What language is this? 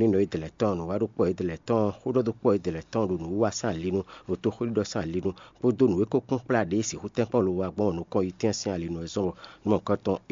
Fon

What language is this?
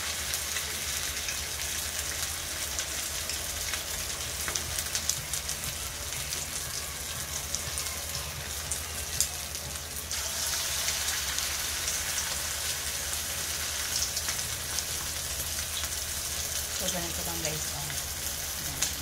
Filipino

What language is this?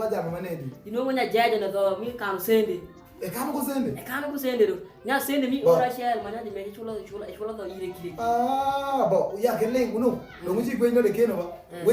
Alur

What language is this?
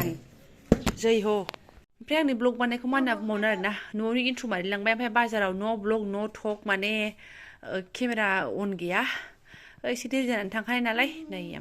Bodo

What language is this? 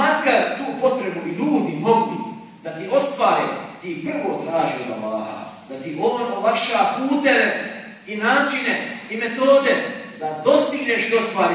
Bosnian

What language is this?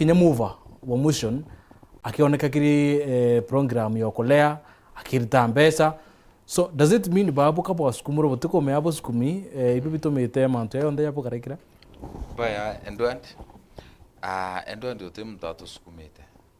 Meru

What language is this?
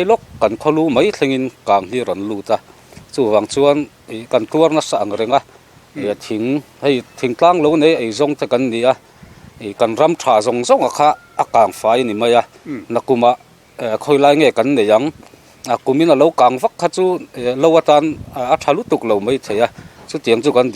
Mizo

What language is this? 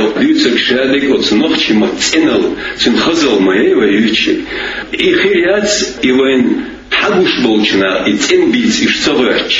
Chechen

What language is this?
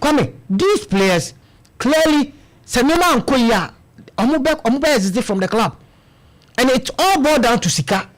Akan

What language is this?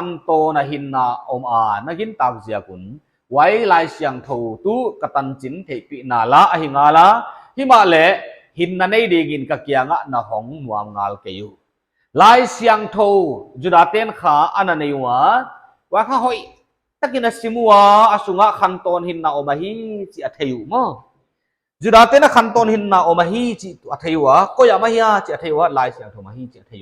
Paite Chin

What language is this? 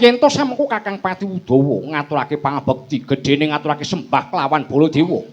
Javanese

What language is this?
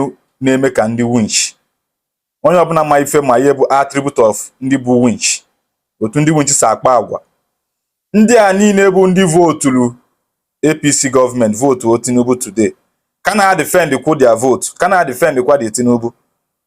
Igbo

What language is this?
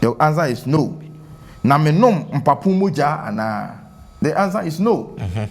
Akan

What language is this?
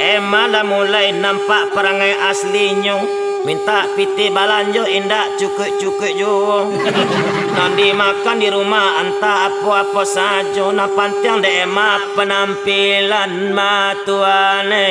Minangkabau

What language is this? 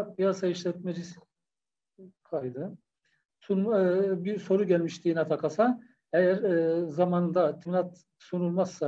Turkish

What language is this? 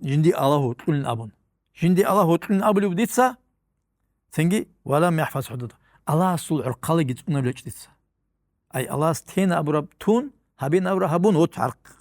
Avaric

